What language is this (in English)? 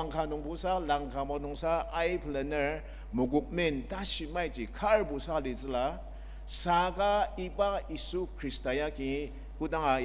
Ao Naga